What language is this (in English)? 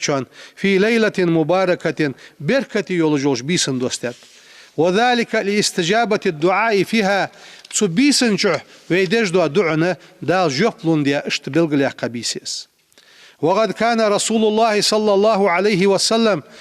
Ingush